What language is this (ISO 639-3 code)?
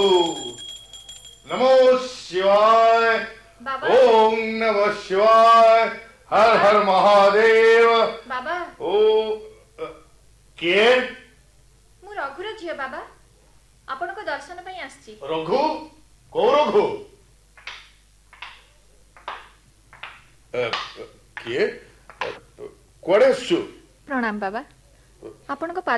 ori